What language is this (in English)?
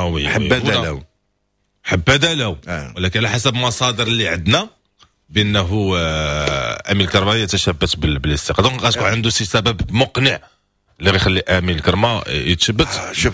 Moroccan Arabic